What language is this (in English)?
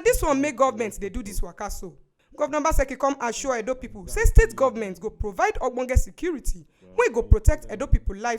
Nigerian Pidgin